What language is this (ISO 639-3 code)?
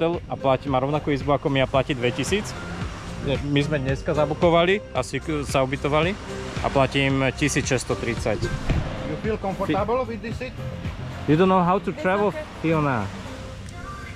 slk